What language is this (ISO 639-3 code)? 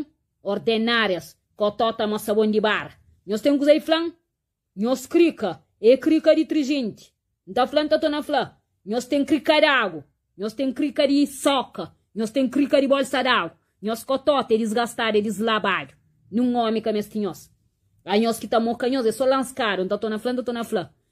kea